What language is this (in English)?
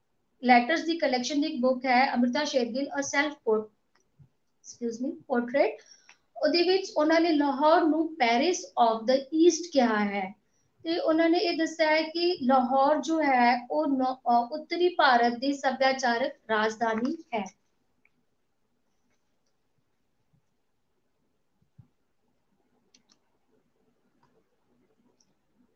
Punjabi